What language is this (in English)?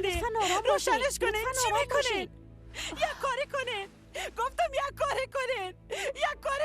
Persian